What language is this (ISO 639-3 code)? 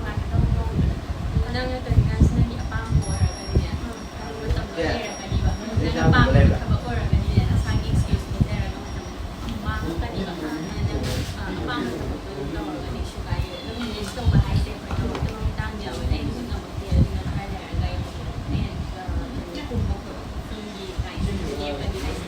mni